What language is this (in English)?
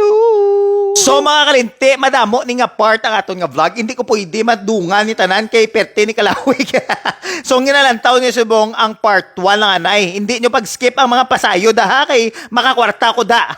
Hiligaynon